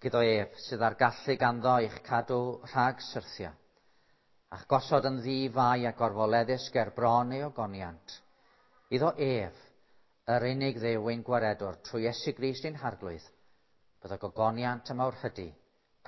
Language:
Welsh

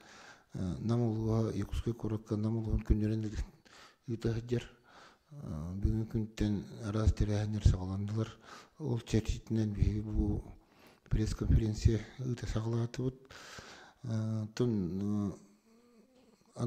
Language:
Yakut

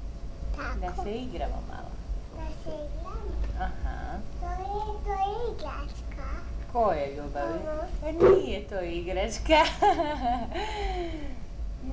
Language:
Croatian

